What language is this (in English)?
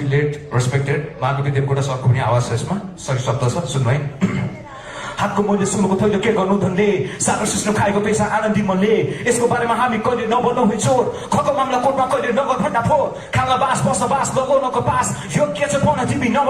Nepali